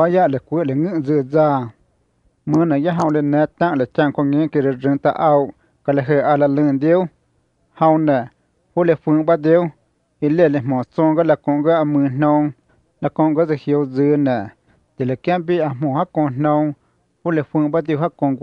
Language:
Vietnamese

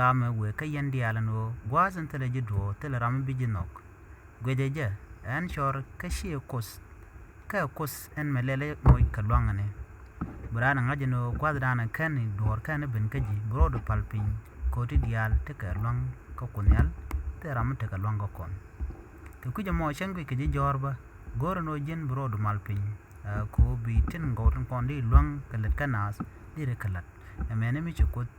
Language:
Nuer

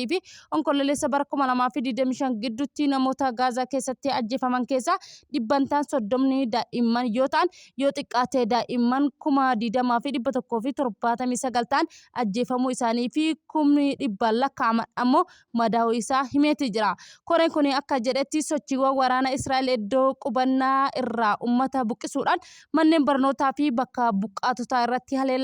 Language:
Oromo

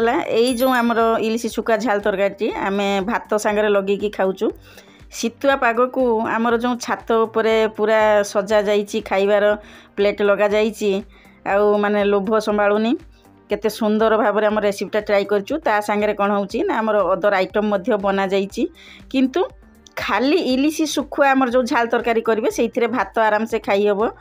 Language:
Odia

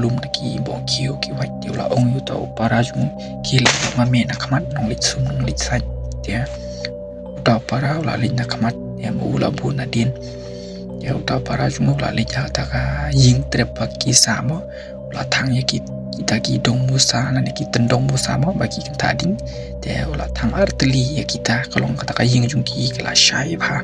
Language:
Khasi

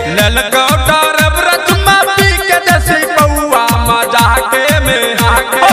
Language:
Bhojpuri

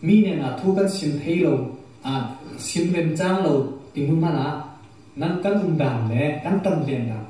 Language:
Falam Chin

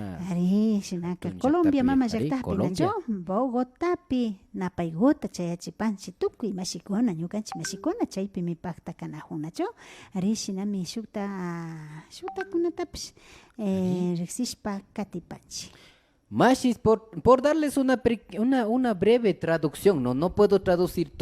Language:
Imbabura Highland Quichua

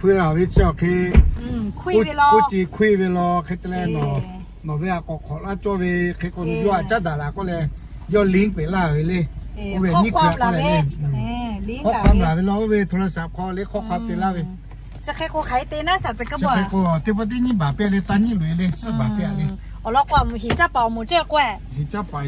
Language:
Lahu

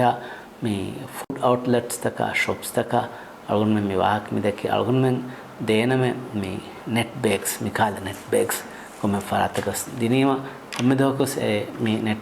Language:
Divehi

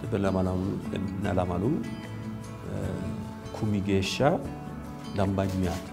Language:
Sidamo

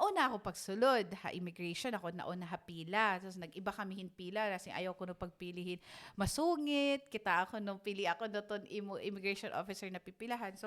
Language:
Waray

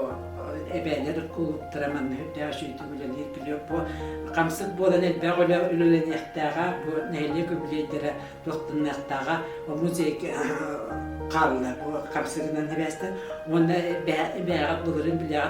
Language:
Yakut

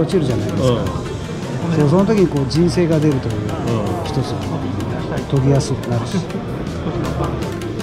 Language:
Japanese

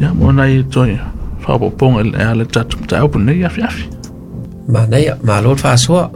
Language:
Samoan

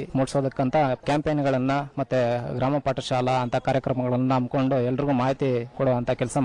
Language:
Kannada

